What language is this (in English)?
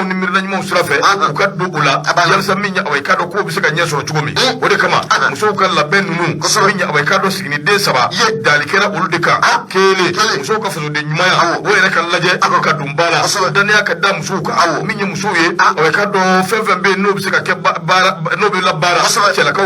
Bambara